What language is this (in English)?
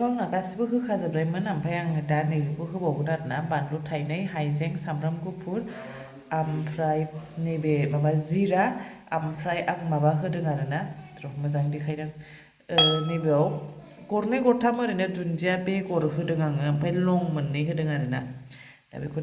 Bodo